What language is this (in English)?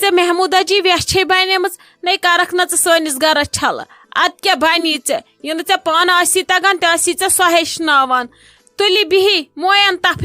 Kashmiri